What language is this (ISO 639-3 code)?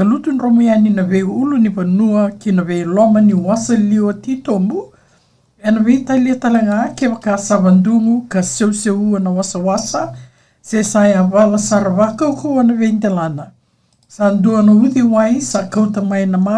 fij